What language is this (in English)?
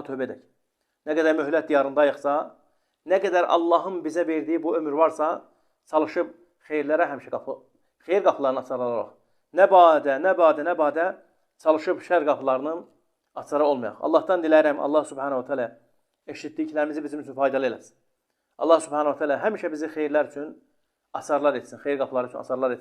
Azerbaijani